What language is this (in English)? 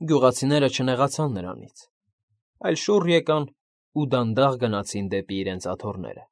Armenian